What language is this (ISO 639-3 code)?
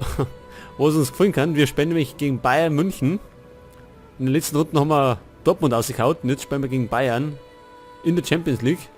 bar